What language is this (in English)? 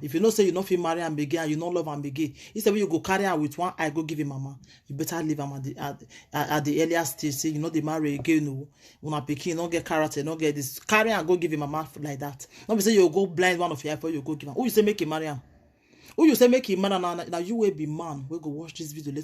Nigerian Pidgin